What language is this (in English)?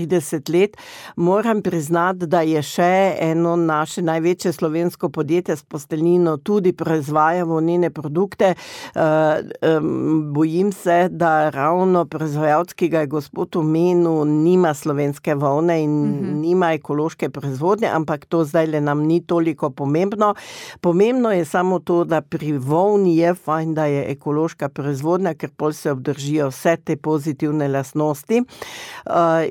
Slovenian